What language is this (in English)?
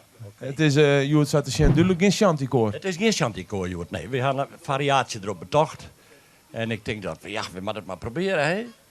Western Frisian